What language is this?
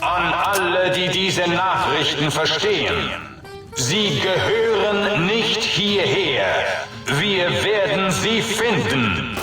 Bavarian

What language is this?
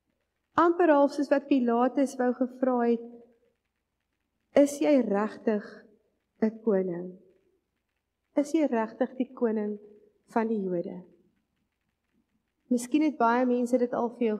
Afrikaans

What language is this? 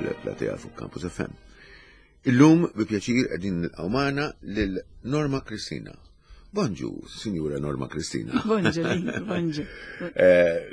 Maltese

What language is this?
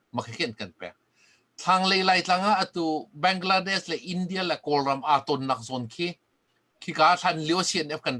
Hakha Chin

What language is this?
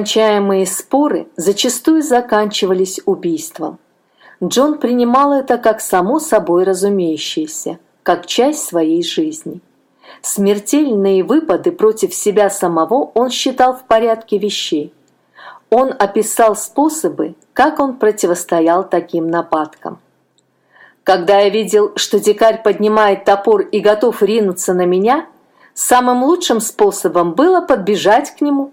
Russian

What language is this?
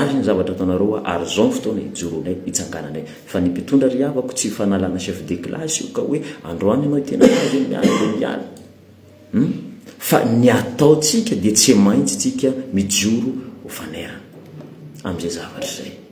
Malagasy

